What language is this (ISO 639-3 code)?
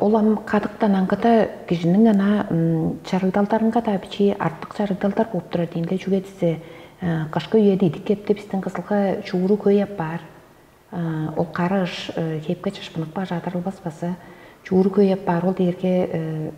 tyv